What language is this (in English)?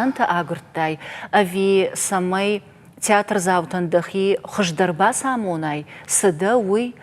Ossetic